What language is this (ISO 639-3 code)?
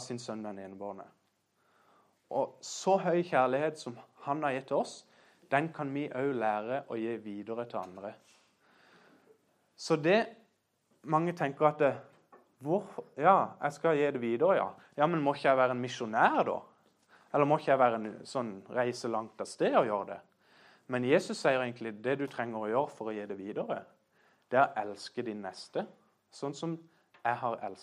nor